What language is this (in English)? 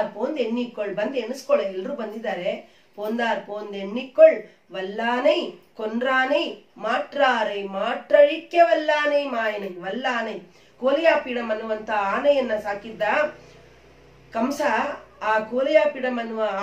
Kannada